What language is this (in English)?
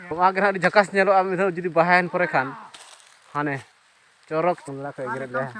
Santali